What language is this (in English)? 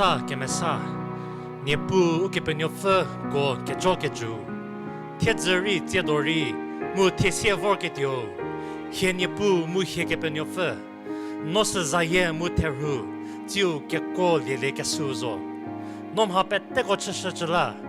Angami Naga